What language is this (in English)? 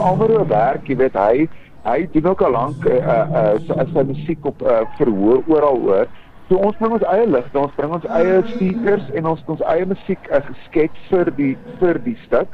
Afrikaans